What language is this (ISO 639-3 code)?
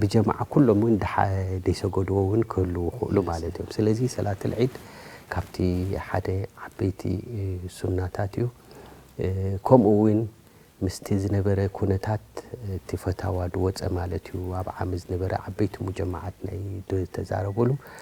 tir